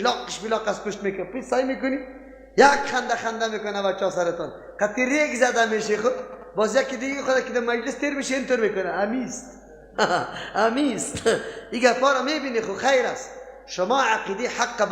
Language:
Persian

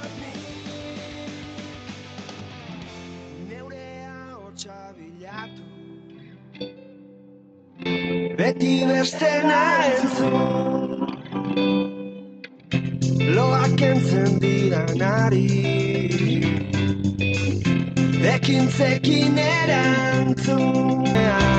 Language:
Basque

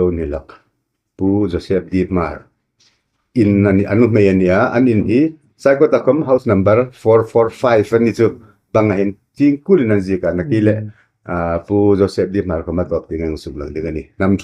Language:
Hmar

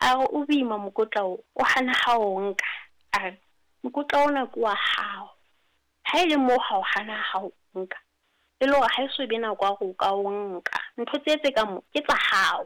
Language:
Southern Sotho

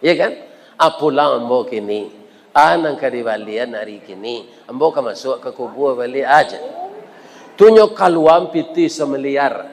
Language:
Minangkabau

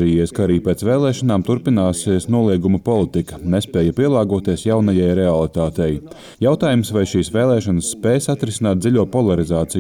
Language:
Latvian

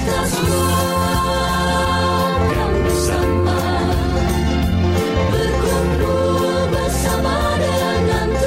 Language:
Indonesian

